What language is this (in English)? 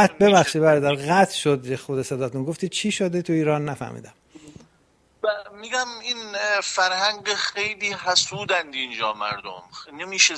Persian